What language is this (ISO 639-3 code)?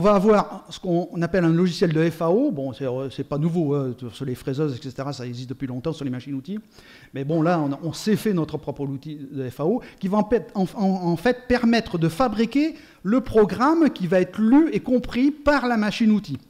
fra